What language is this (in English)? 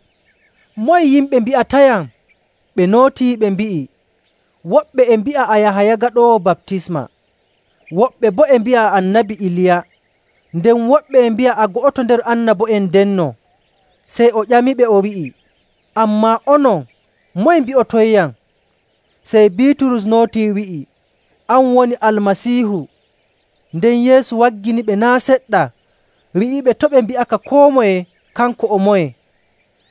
Nigerian Fulfulde